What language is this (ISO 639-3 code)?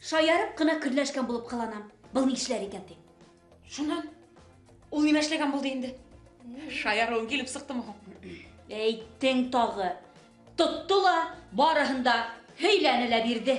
bak